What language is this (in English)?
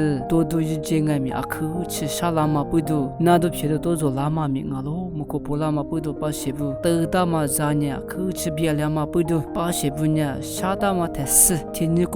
Lisu